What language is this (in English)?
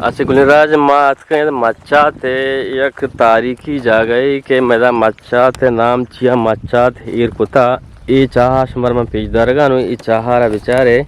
Eastern Balochi